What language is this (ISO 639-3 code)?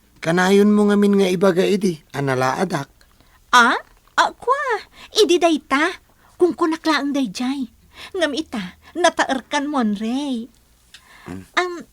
ilo